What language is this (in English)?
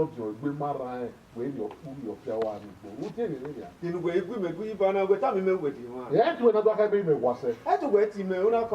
Bini